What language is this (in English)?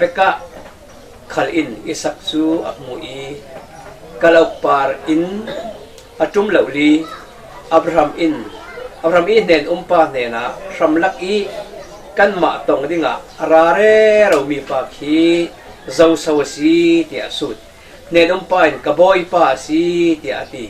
Falam Chin